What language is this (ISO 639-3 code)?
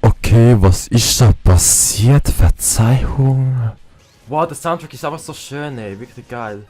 gsw